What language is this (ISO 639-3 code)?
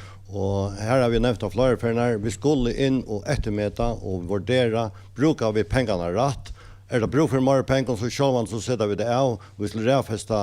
fao